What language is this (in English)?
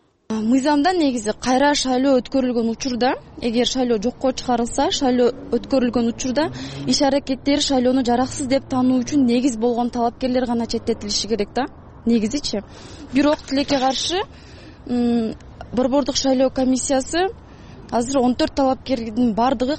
Kyrgyz